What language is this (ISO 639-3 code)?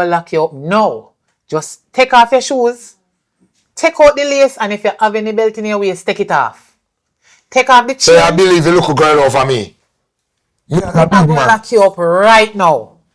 jam